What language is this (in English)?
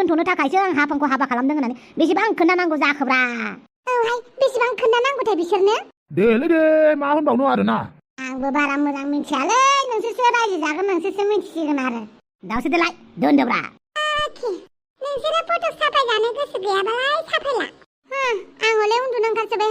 Bodo